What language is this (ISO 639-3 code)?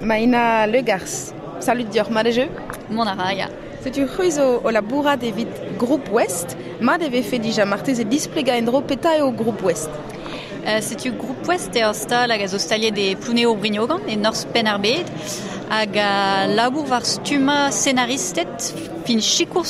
bre